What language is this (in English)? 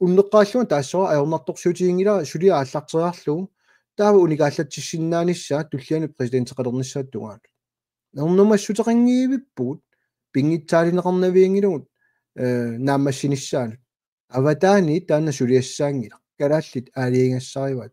Kalaallisut